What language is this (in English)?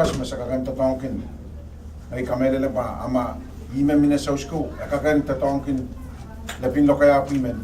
Pohnpeian